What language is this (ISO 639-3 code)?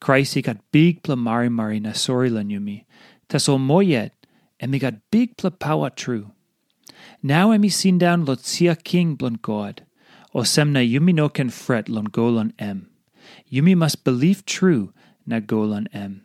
tpi